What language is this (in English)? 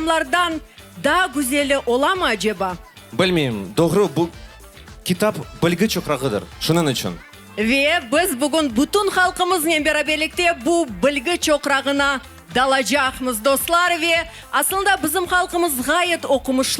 Crimean Tatar